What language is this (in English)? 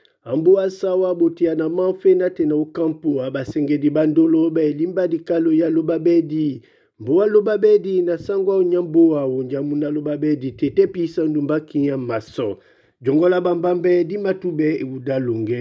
Duala